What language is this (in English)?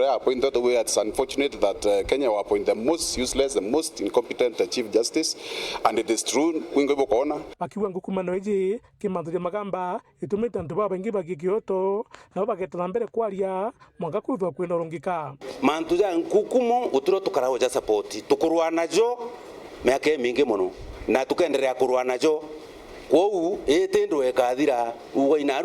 Meru